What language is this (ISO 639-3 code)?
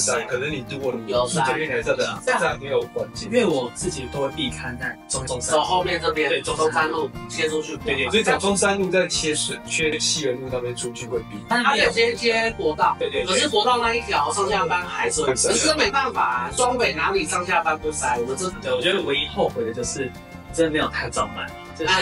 zho